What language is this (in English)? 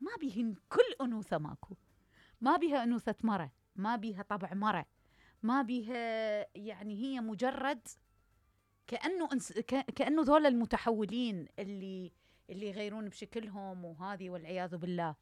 Mesopotamian Arabic